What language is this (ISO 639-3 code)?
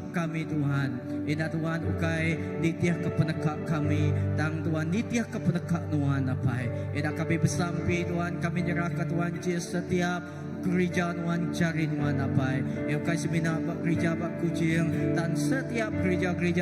iba